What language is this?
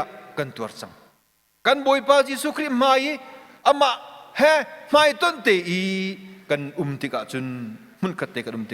Hakha Chin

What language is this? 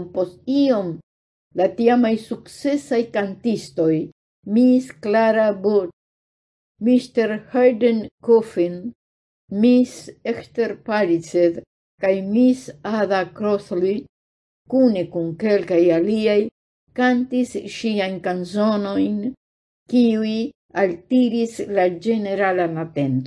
Esperanto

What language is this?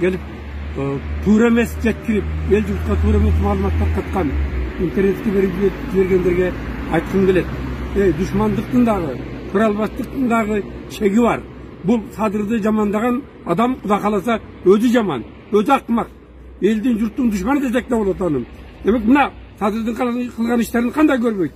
Kyrgyz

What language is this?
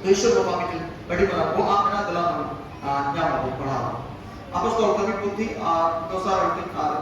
Santali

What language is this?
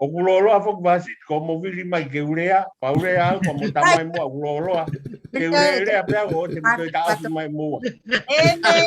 Tongan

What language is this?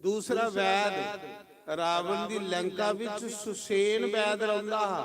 Dogri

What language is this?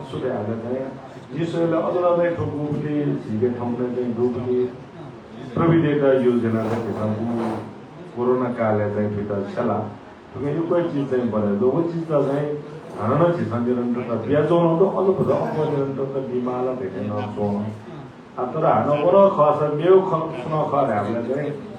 Newari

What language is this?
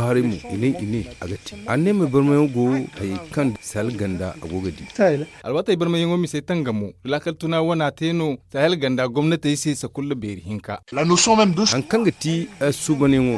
Zarma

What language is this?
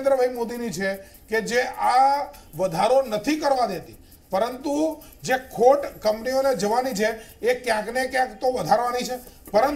Gujarati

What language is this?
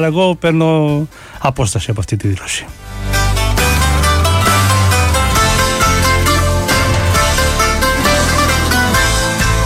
Greek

